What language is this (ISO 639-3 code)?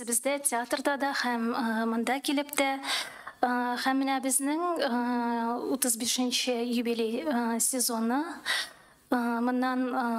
tat